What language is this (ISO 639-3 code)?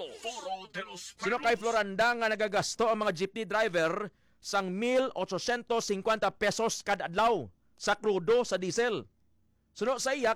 hil